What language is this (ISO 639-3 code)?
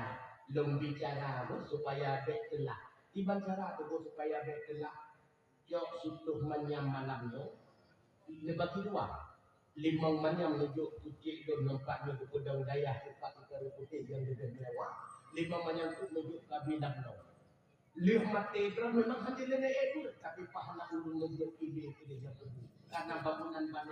ace